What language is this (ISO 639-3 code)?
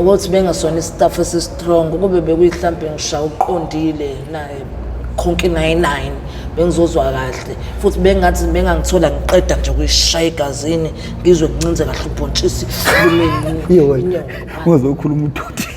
zul